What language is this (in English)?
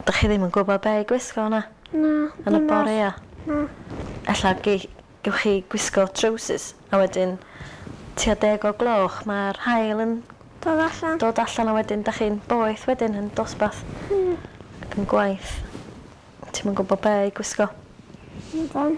Welsh